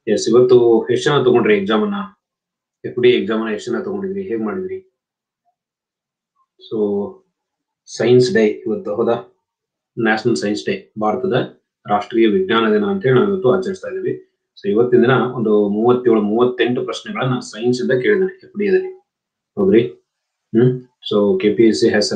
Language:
Kannada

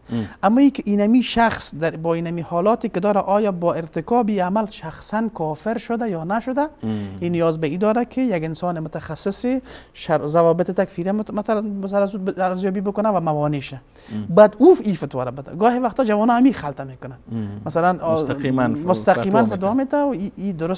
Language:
Persian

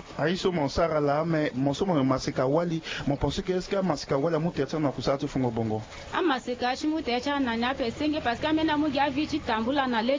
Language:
Sango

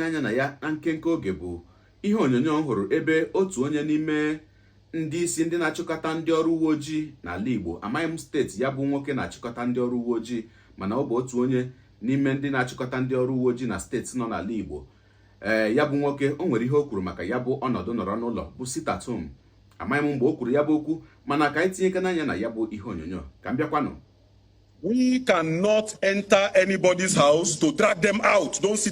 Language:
Igbo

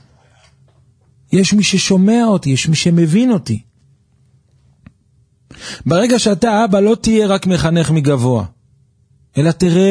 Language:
Hebrew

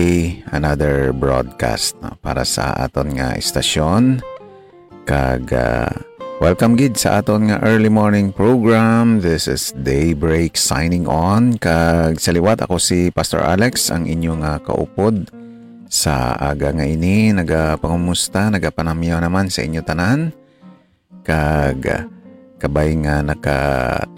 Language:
Hiligaynon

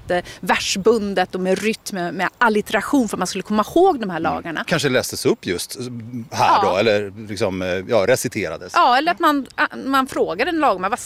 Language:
Swedish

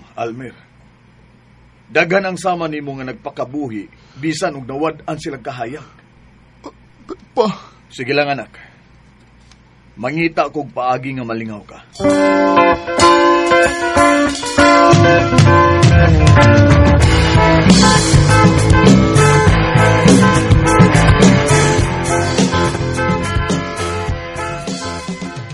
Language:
Cebuano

